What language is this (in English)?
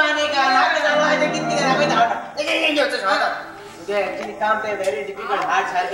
Konkani